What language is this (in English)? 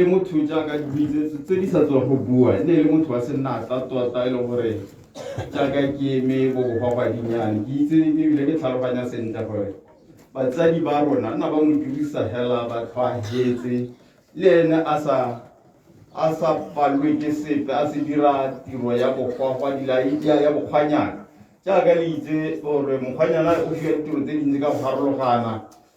Tswana